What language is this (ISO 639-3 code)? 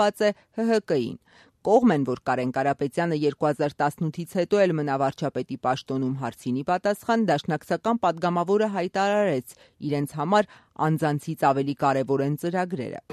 hye